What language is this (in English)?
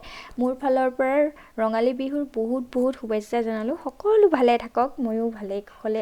Assamese